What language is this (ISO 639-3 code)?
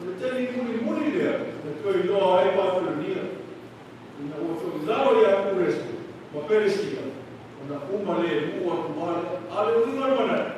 smo